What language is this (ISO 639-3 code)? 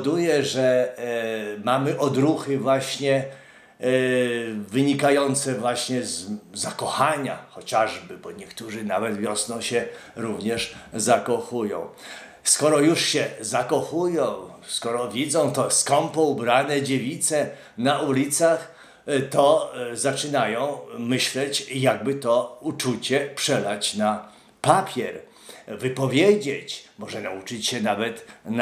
pol